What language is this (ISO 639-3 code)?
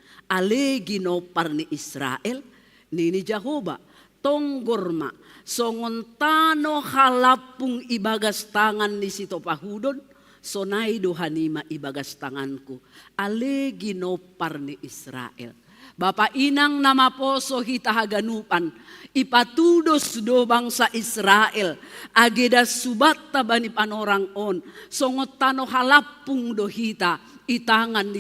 bts